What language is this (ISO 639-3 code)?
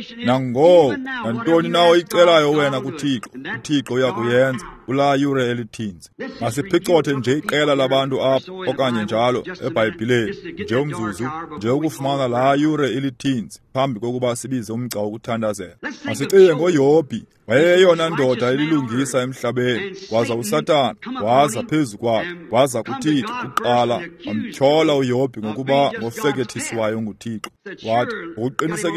xho